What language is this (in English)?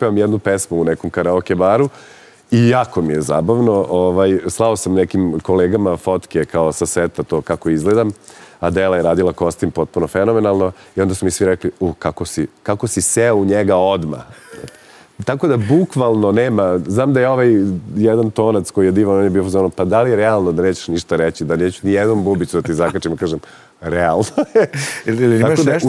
Serbian